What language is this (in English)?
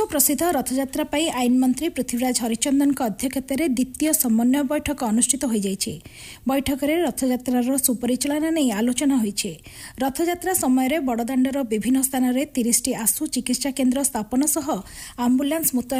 Odia